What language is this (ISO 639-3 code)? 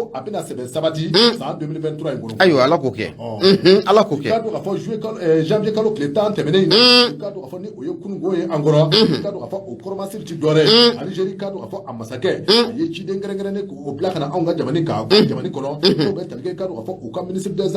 bam